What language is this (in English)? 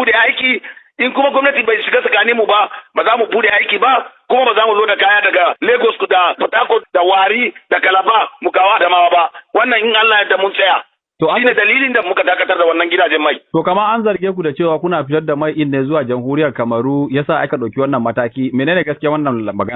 Hausa